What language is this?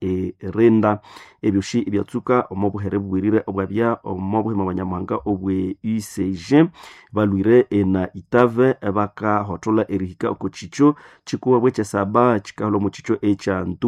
Nande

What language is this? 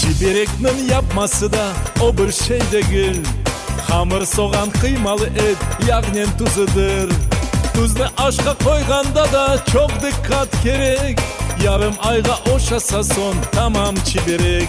Crimean Tatar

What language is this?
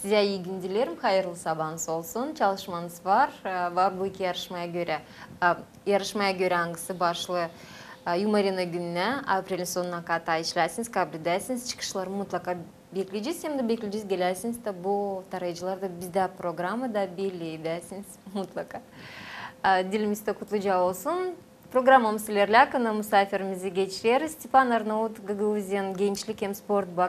Gagauz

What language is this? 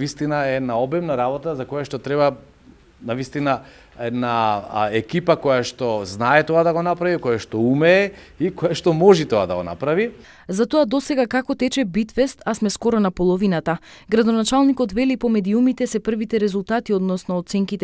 Macedonian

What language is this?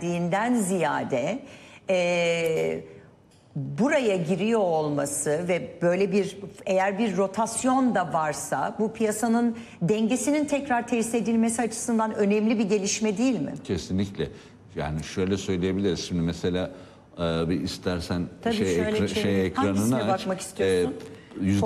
Turkish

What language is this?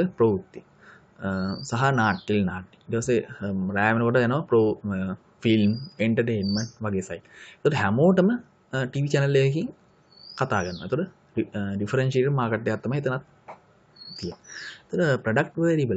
Sinhala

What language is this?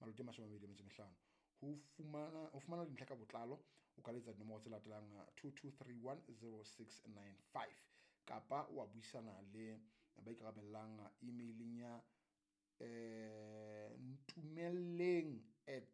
Southern Sotho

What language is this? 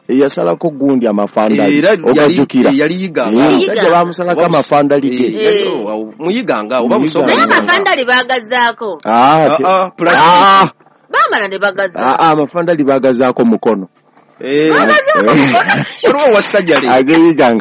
Ganda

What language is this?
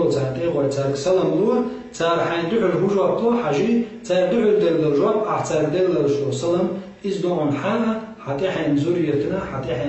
Chechen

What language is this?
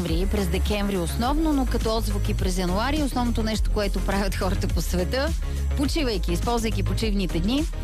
Bulgarian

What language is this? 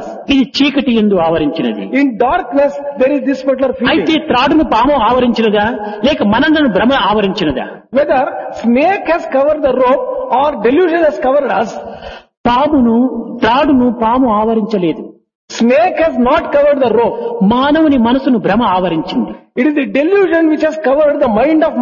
Telugu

